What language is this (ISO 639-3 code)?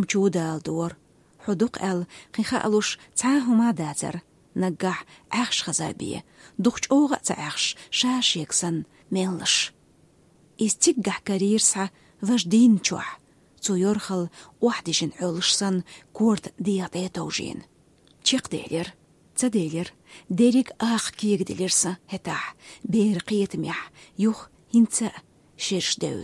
che